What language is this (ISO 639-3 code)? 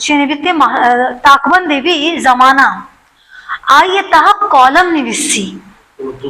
bal